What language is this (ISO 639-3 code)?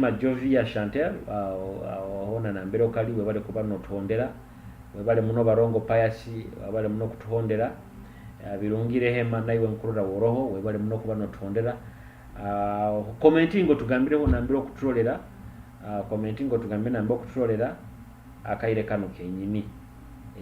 nyo